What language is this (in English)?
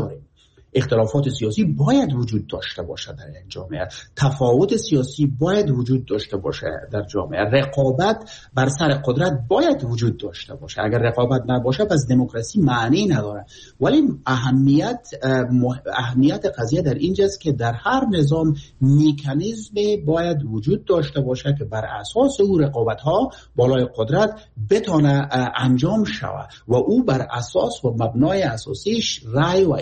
Persian